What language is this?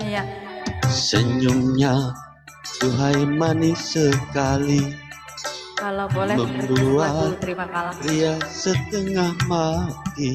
Banjar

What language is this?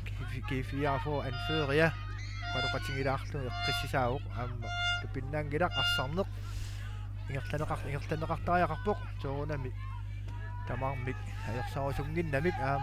Kalaallisut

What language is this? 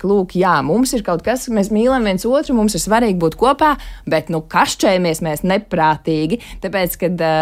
Latvian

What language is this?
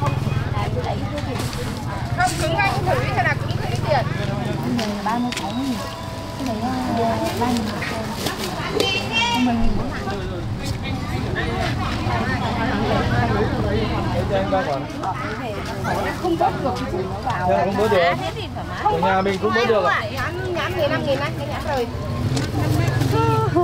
Vietnamese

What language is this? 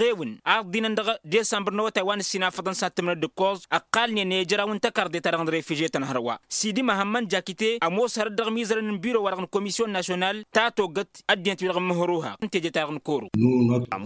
Tamasheq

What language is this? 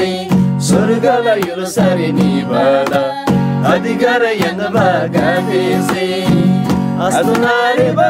Eastern Tamang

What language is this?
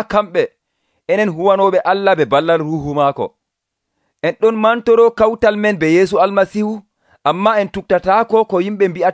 Nigerian Fulfulde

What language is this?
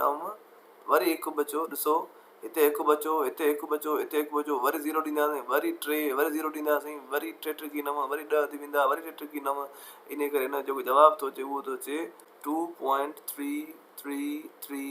Sindhi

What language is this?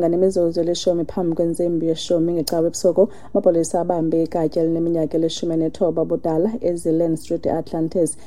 Xhosa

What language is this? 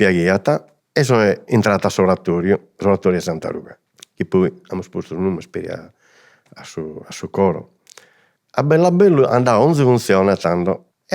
Sardinian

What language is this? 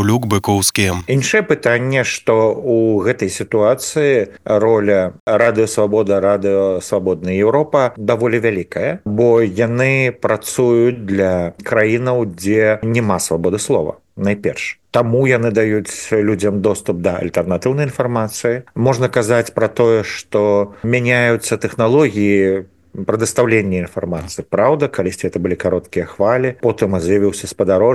Belarusian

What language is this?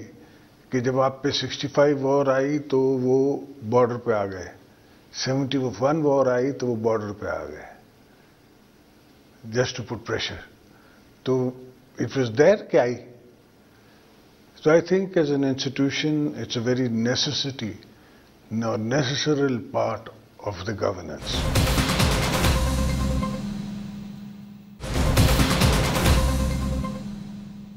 Urdu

